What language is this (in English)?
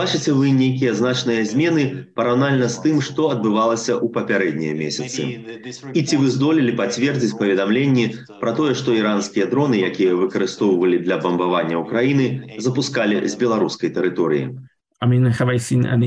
Belarusian